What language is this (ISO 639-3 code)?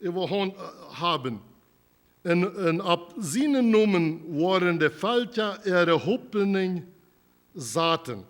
pdt